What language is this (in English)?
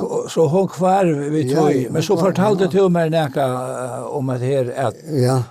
Faroese